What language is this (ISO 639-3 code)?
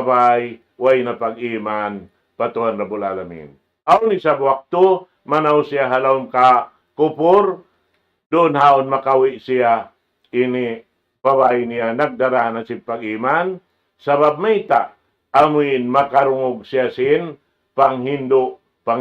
tsg